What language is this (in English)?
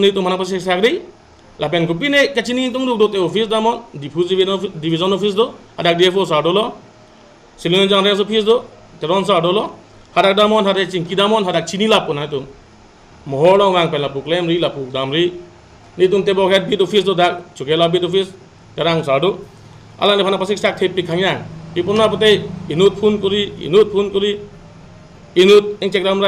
Karbi